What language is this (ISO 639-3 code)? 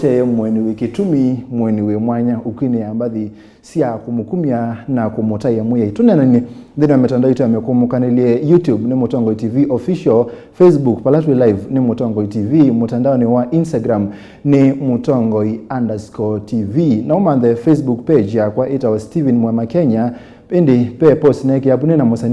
kam